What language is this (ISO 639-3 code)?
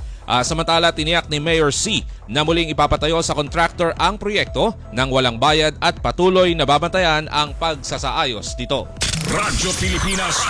fil